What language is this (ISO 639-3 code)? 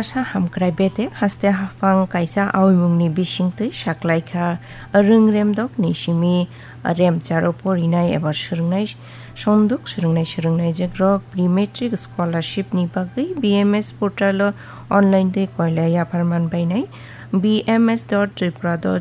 trp